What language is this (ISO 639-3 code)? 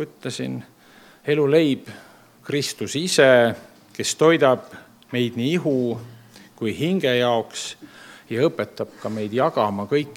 est